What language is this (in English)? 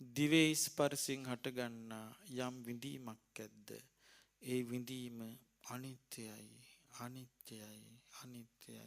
Sinhala